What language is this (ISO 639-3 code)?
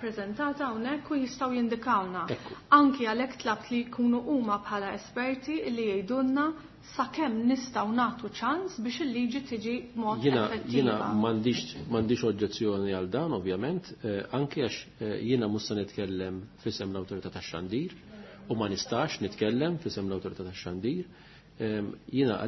mlt